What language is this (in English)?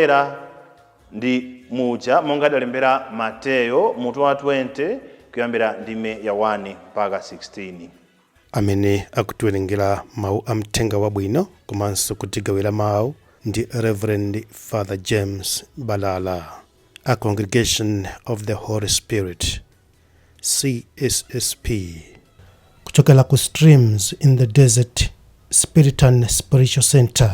Nyanja